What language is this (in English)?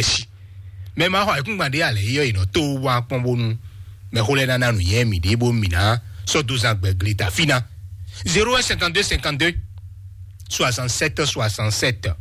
Fon